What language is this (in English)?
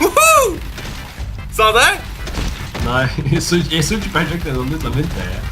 Faroese